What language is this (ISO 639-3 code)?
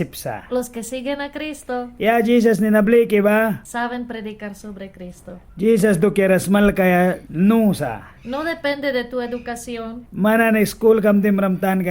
miq